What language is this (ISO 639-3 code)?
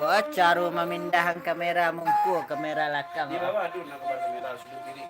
min